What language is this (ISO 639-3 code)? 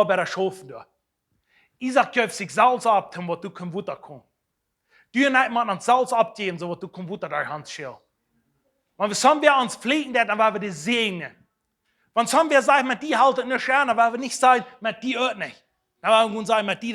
pdt